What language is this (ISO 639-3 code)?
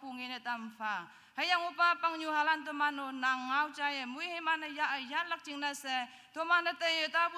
nag